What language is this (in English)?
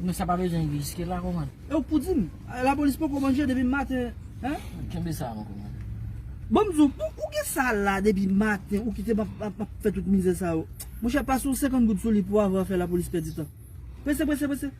Haitian Creole